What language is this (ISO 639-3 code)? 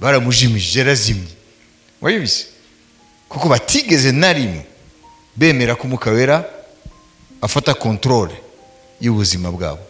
kin